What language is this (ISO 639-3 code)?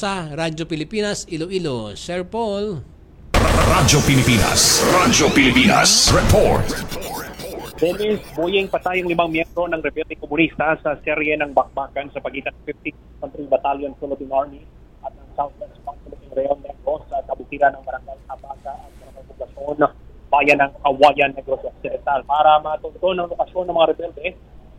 fil